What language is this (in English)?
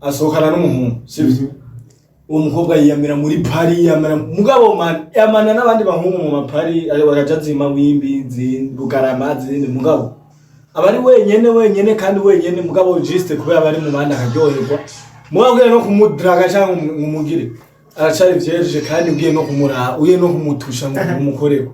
Rundi